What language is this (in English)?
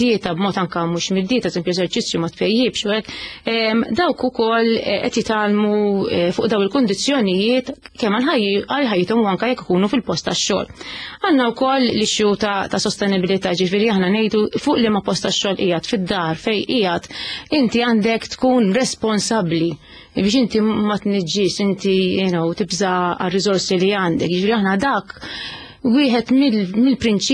Maltese